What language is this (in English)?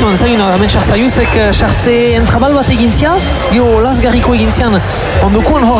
Basque